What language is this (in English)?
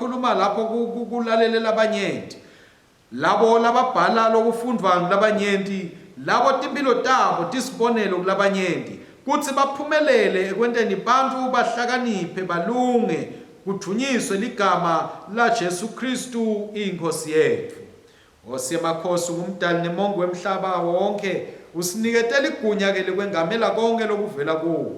Swati